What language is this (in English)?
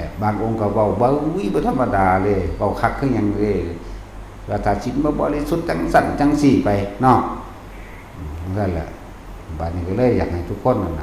Lao